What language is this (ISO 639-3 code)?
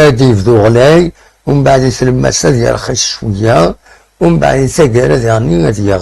kab